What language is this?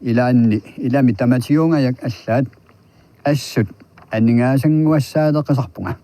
Kalaallisut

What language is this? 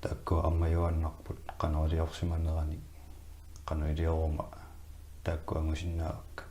Kalaallisut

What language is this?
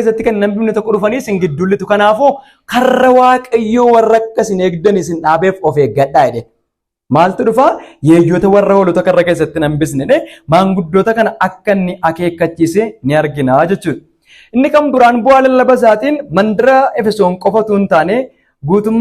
Oromo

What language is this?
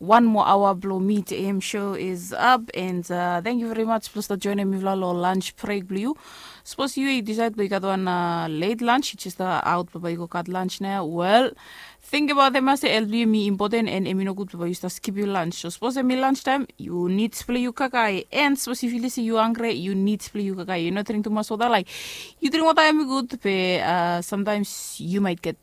Bislama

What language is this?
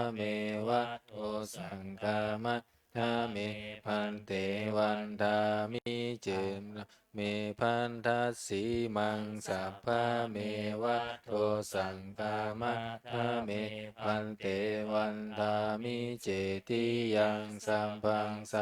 Pali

